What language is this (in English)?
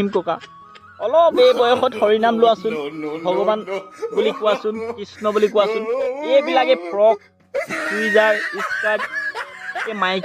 Assamese